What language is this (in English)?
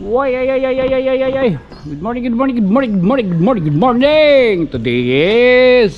Waray